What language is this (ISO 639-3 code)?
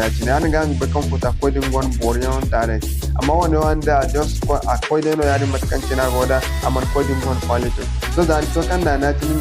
dje